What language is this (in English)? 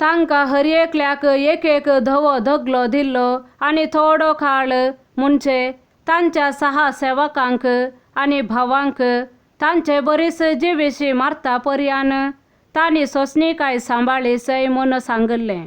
Konkani